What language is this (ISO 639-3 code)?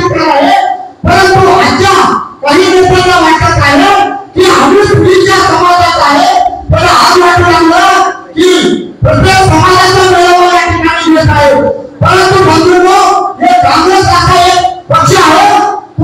mar